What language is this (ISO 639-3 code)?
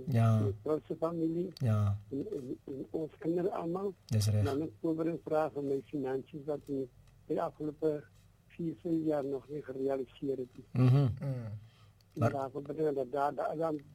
afr